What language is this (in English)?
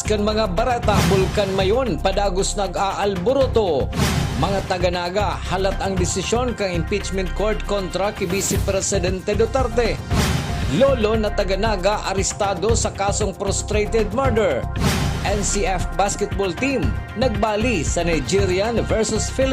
Bikol